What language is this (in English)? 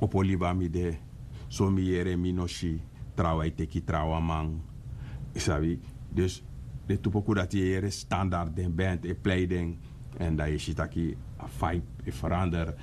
Sranan Tongo